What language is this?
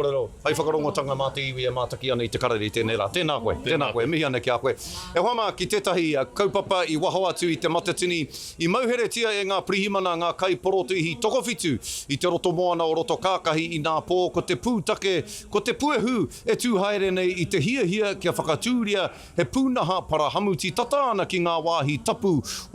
Māori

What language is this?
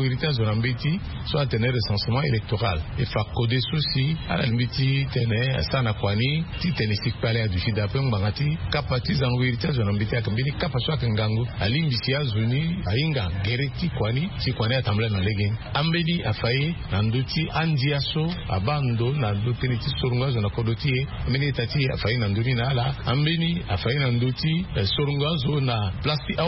Sango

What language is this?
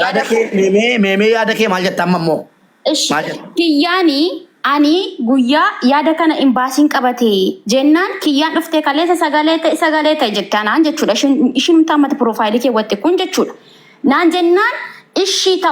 Oromo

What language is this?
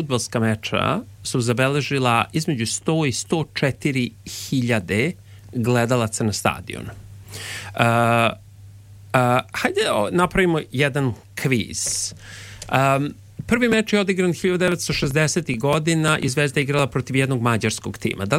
Serbian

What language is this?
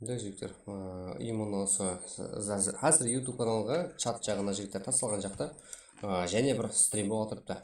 Kara-Kalpak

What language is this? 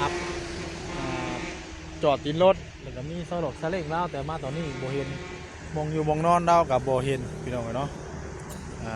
Northeastern Thai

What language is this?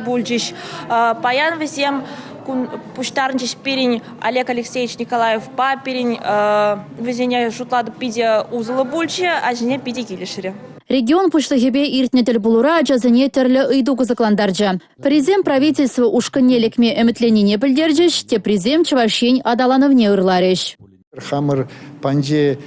Chuvash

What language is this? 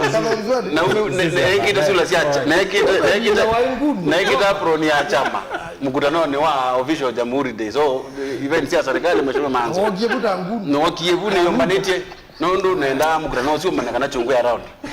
Kamba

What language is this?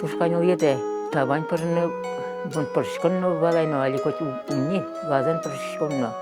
Udmurt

